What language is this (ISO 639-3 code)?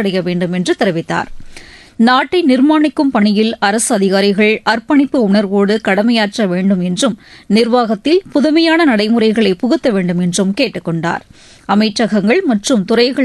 tam